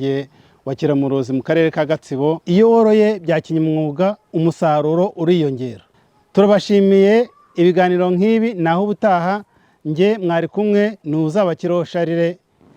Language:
Kinyarwanda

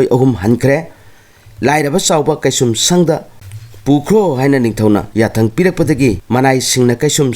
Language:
Manipuri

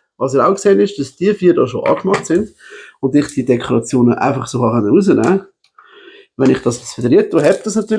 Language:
Swiss German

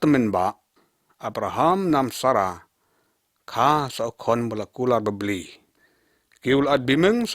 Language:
Lyngngam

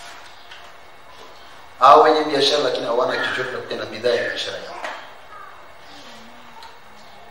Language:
Swahili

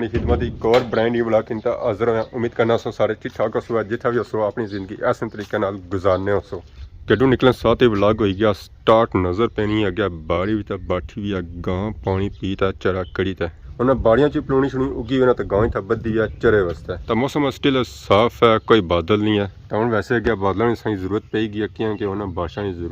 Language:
Pahari-Potwari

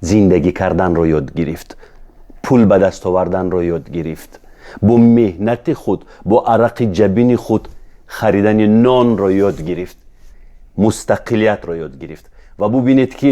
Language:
Tajik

